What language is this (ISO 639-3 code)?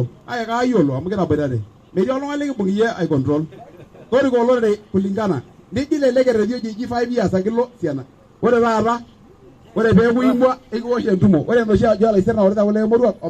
mas